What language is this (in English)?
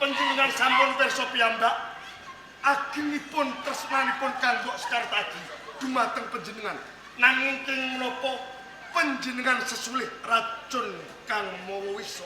Javanese